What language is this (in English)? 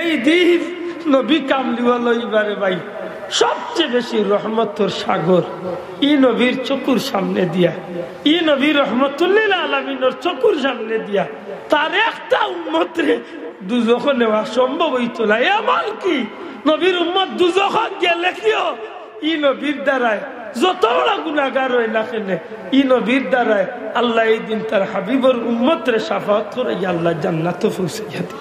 Sylheti